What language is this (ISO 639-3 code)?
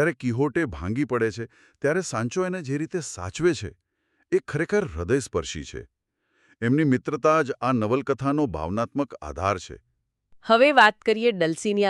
guj